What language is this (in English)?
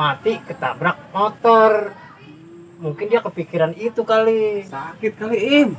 Betawi